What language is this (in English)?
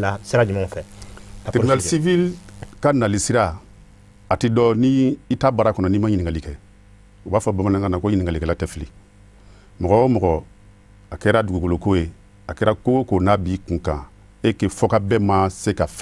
Bambara